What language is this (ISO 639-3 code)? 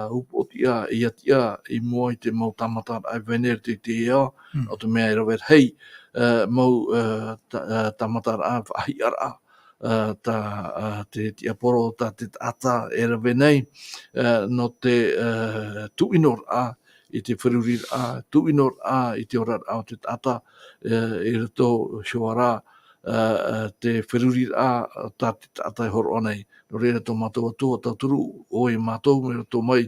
tah